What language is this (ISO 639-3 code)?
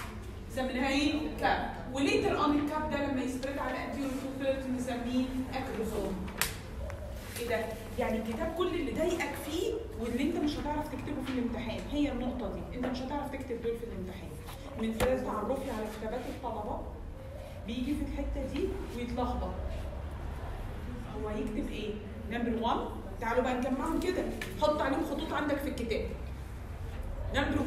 arz